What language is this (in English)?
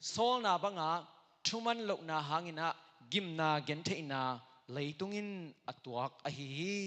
Tedim Chin